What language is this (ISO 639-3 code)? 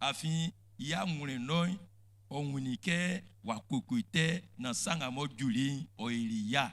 bci